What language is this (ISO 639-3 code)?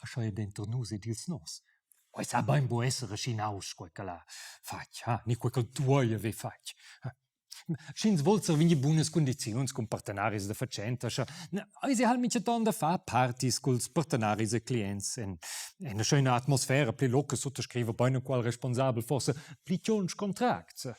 roh